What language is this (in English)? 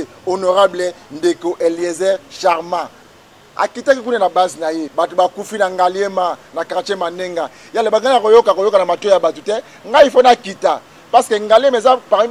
Lingala